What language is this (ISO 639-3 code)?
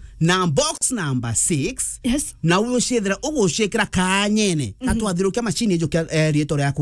mer